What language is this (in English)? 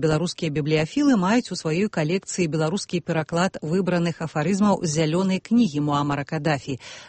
Belarusian